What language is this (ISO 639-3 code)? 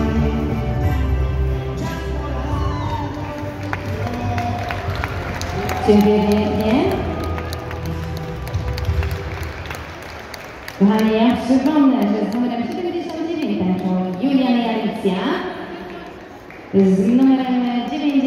pol